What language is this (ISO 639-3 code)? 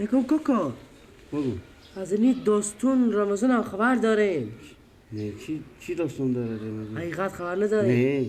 fas